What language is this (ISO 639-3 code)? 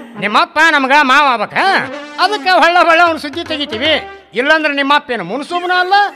kan